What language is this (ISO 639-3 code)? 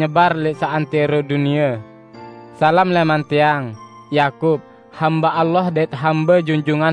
sas